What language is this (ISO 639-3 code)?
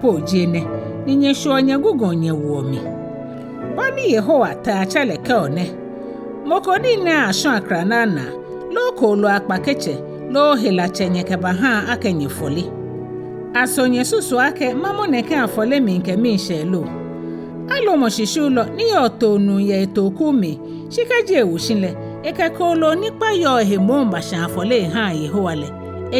gaa